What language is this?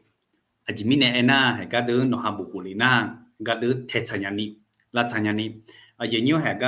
Akha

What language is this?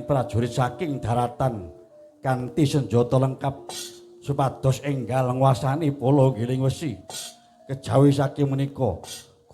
Javanese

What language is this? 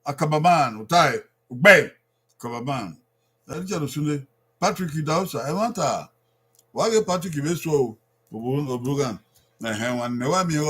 Bini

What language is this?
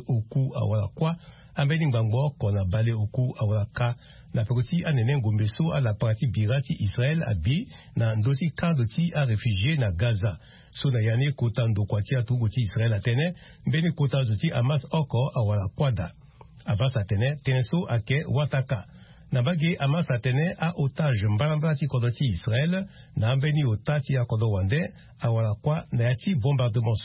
Sango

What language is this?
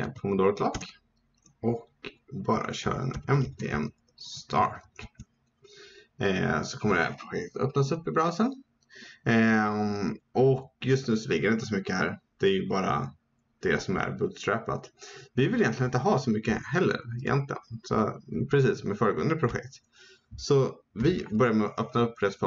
Swedish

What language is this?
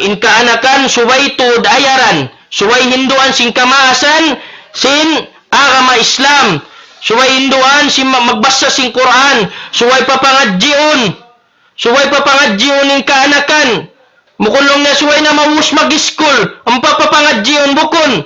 Tausug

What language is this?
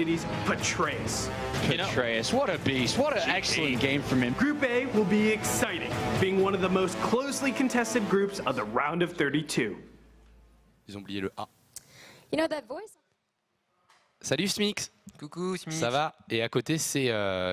French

